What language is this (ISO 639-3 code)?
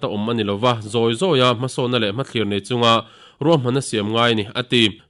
lus